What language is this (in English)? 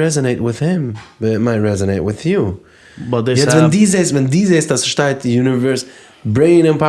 Yiddish